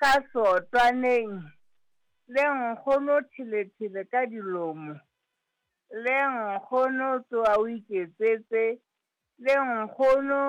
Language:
Southern Sotho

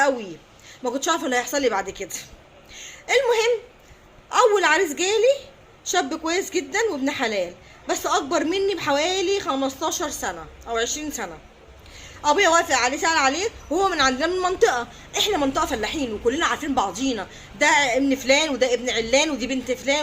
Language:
Egyptian Arabic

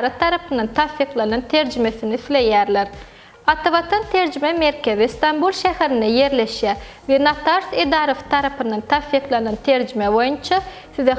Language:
Turkmen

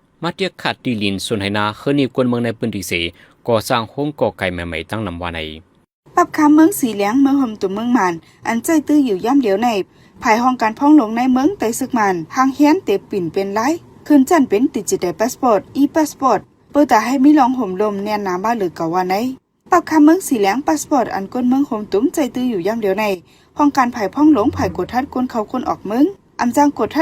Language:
Shan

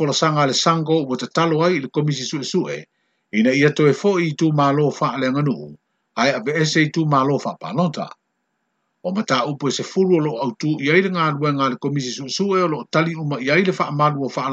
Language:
Samoan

